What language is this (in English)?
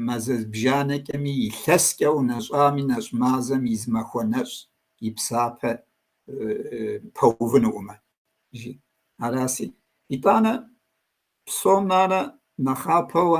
Kabardian